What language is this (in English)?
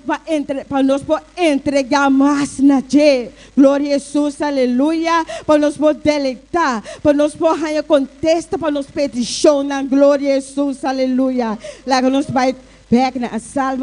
Papiamento